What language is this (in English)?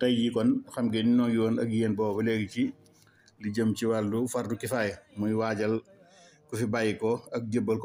Wolof